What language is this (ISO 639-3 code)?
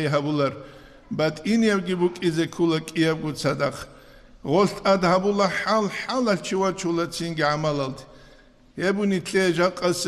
ava